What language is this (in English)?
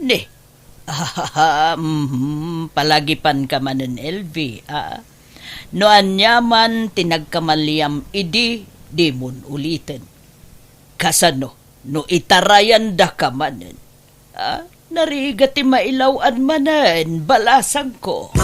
Iloko